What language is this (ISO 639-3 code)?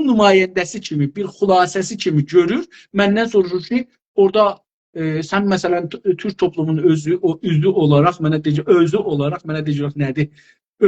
azb